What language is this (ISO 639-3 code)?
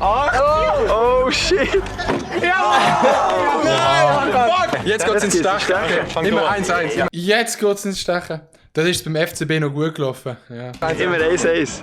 gsw